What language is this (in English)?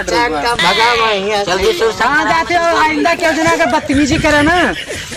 Awadhi